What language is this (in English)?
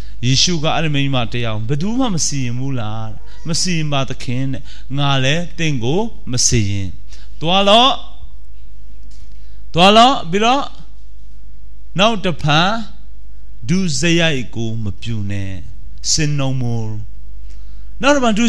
Burmese